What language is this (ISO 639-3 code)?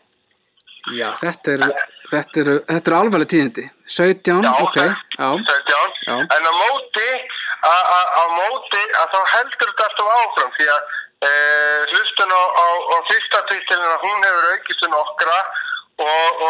isl